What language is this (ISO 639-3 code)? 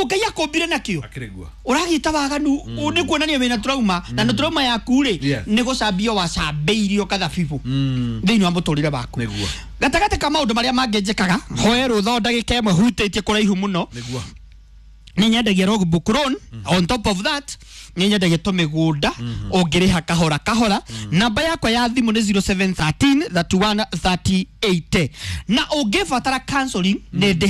kik